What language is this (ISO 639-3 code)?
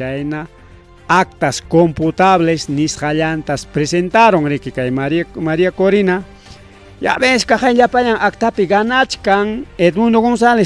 quy